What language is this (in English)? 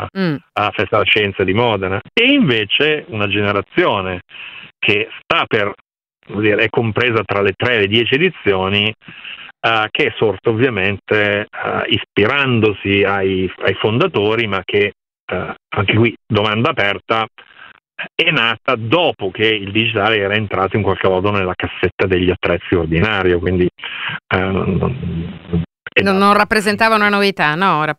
Italian